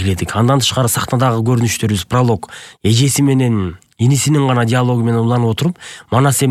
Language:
Kyrgyz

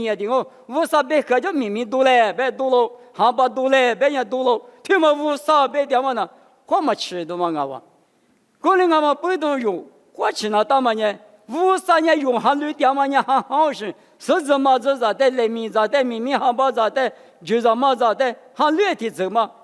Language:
Lisu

